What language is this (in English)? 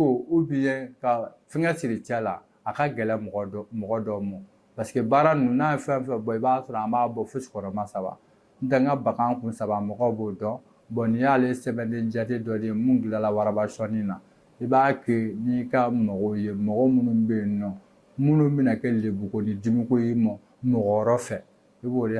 Bambara